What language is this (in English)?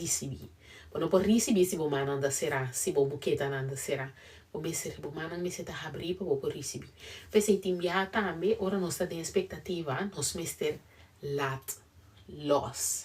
Papiamento